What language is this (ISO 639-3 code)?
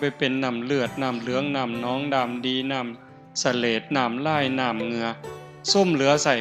tts